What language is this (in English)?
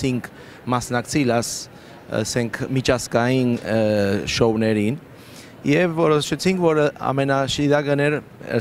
Armenian